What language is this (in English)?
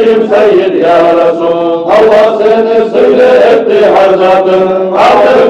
Kumyk